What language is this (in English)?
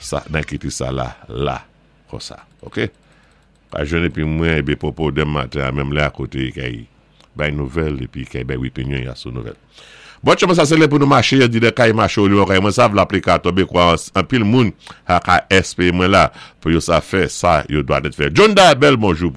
Saint Lucian Creole French